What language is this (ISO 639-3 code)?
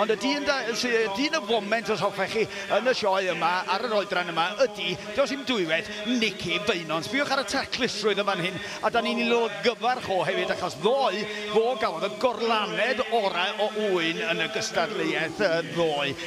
cym